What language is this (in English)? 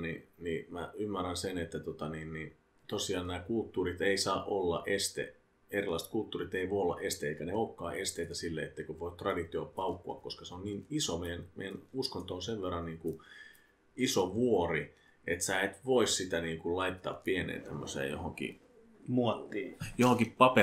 Finnish